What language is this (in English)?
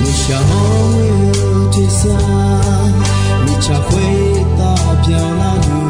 Akha